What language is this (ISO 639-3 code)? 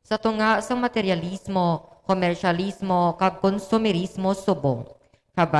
hil